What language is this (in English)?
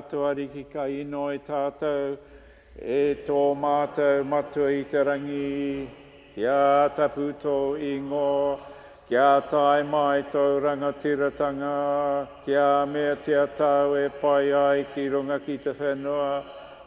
Māori